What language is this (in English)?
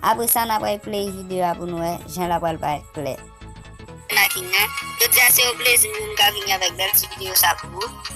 Haitian Creole